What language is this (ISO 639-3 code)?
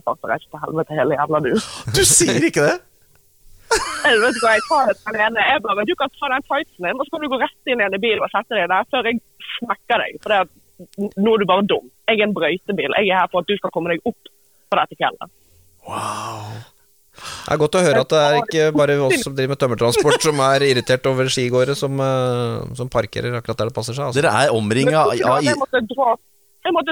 nor